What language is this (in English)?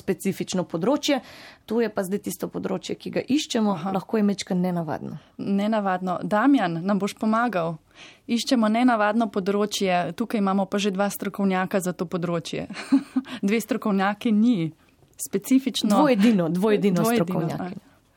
Slovenian